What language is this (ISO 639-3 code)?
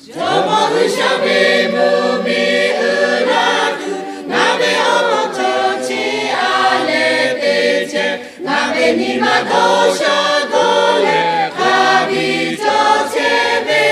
lhu